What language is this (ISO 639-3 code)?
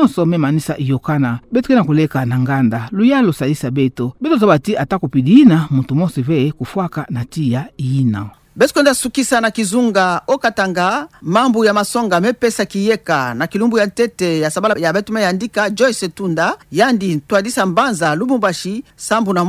ktu